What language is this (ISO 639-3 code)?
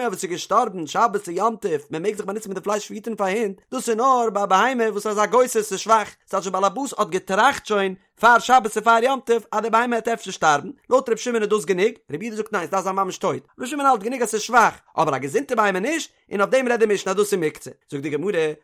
yid